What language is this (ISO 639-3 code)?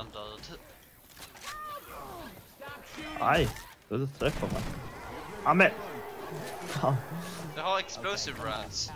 swe